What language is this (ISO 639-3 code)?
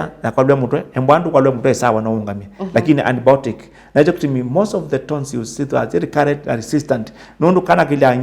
kam